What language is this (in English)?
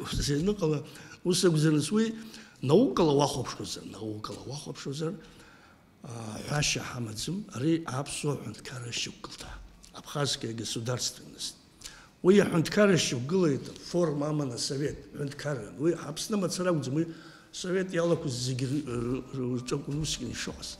Abkhazian